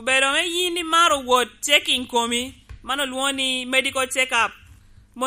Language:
Lango (Uganda)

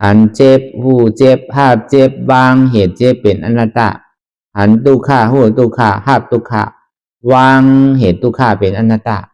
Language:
Shan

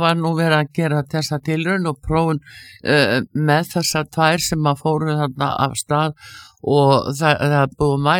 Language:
Icelandic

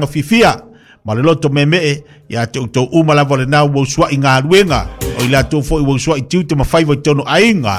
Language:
Samoan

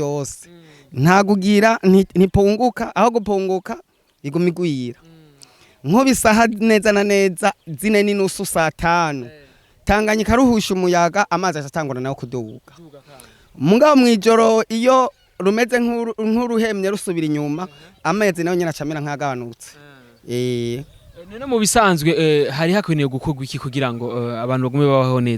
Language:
Rundi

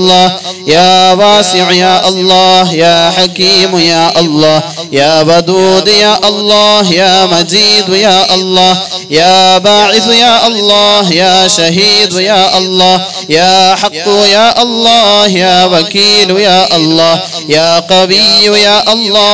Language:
Malayalam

